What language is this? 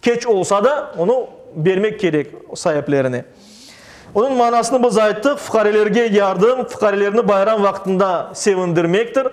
Crimean Tatar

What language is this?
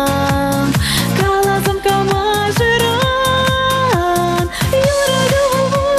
Chuvash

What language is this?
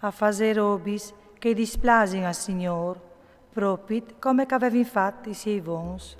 Friulian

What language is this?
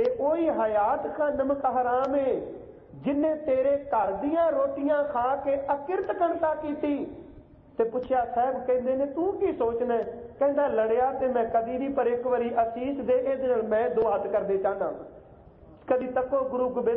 Punjabi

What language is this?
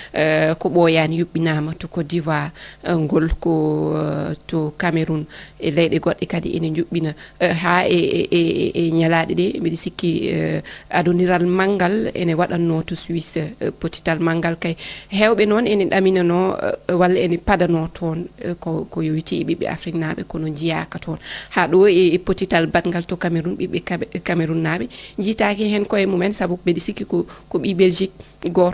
Fula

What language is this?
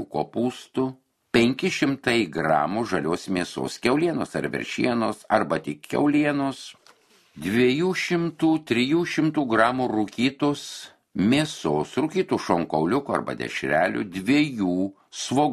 Lithuanian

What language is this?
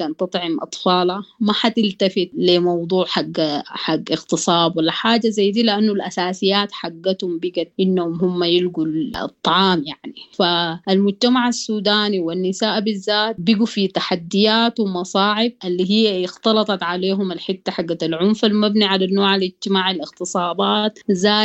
Sudanese Arabic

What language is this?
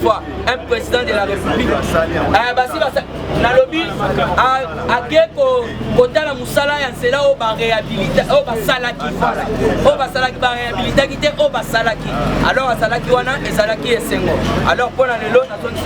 Lingala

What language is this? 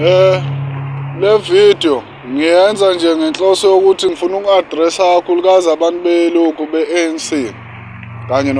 Zulu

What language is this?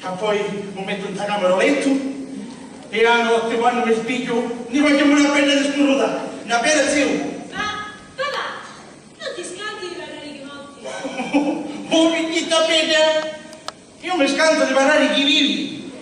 Sicilian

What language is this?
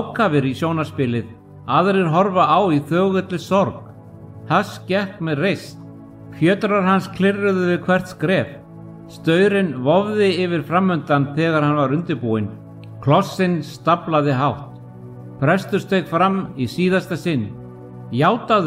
Icelandic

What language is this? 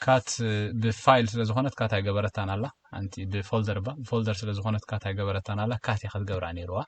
Tigrinya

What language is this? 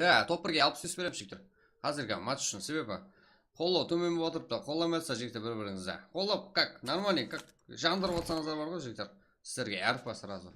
Kara-Kalpak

